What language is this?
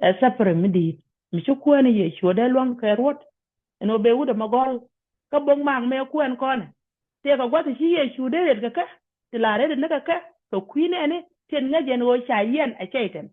Nuer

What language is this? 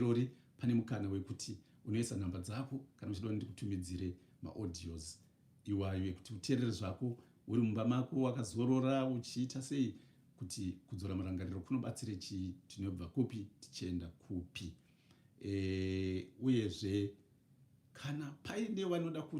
Shona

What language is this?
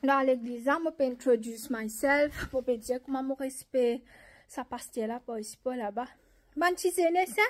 Morisyen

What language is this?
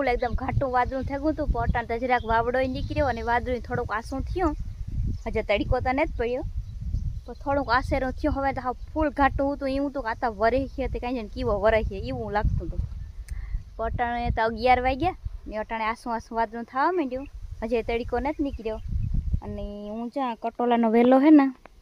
Gujarati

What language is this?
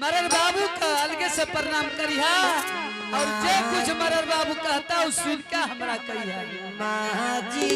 Angika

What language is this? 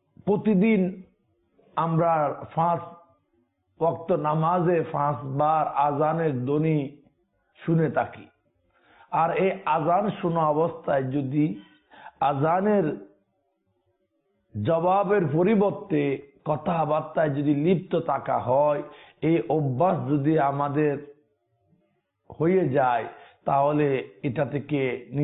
Bangla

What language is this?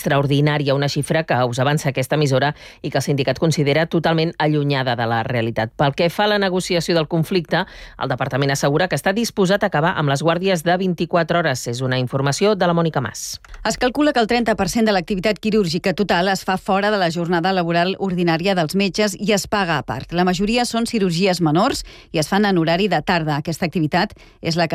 Catalan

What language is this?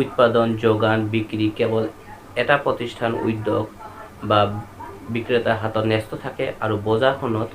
Assamese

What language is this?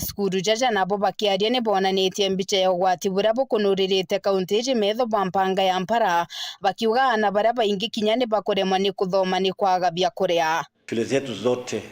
Meru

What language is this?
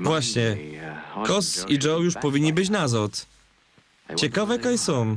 Silesian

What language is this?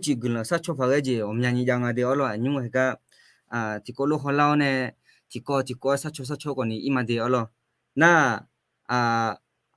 Akha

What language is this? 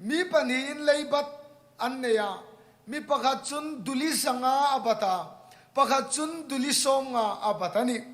Hmar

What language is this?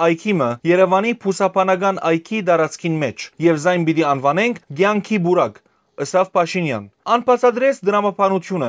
Western Armenian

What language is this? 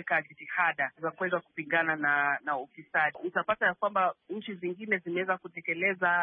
Swahili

